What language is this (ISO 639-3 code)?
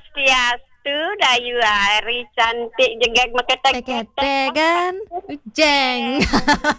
ban